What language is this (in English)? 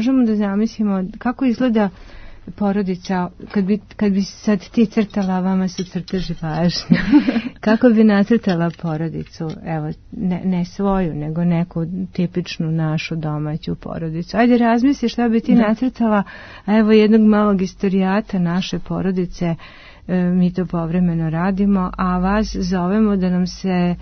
Serbian